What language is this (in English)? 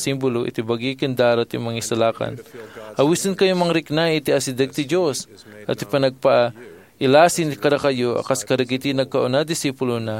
Iloko